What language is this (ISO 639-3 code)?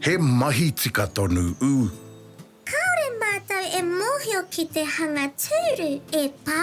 mri